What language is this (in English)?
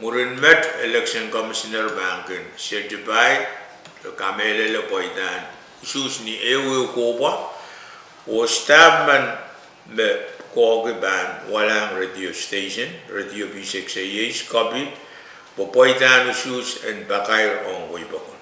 Pohnpeian